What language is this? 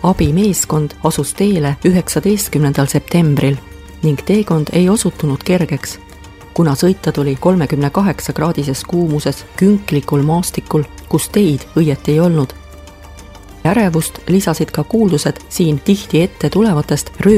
Estonian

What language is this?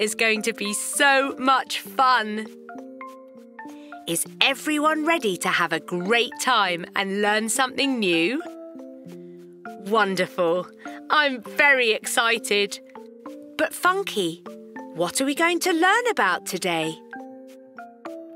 English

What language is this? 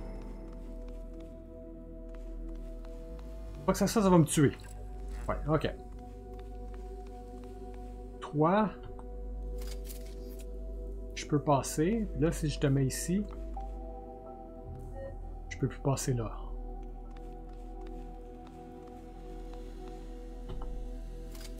French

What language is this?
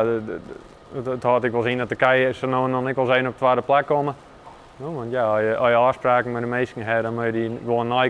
Western Frisian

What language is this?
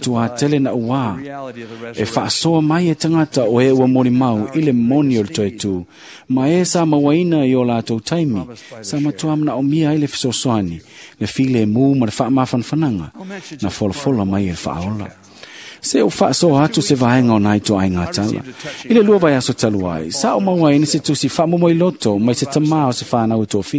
Samoan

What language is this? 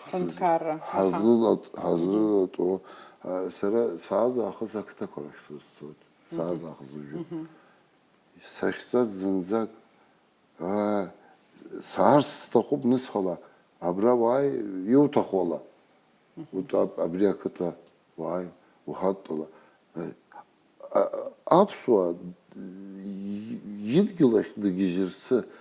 Abkhazian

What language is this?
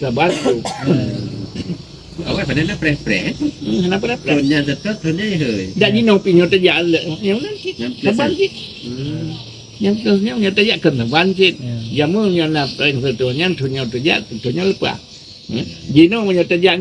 Achinese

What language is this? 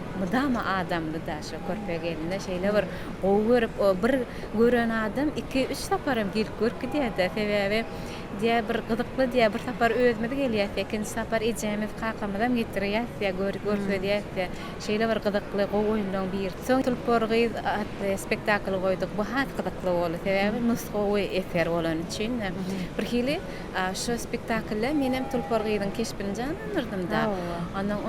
Turkmen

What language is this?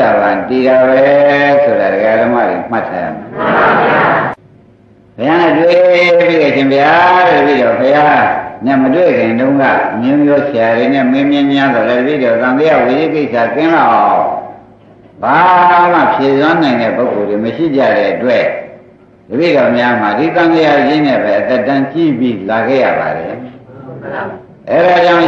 Burmese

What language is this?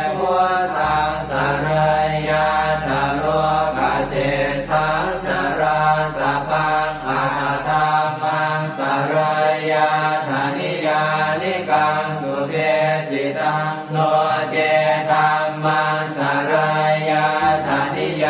Pali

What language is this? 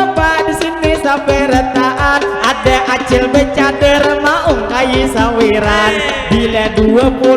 Banjar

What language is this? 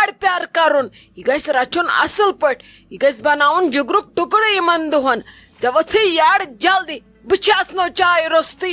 Kashmiri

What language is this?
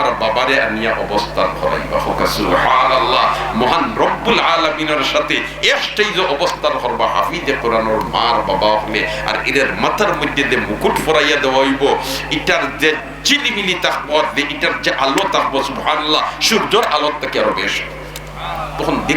Sylheti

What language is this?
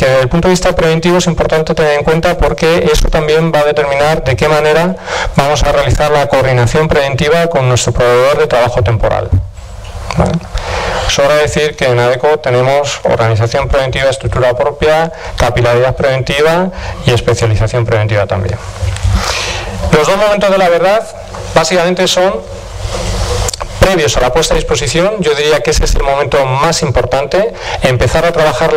Spanish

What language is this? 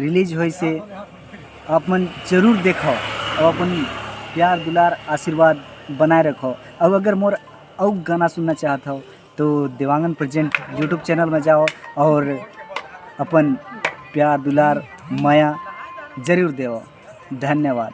Chhattisgarhi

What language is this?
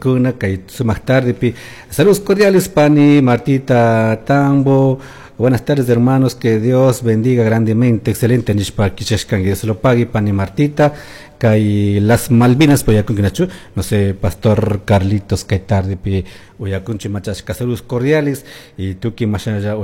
Chimborazo Highland Quichua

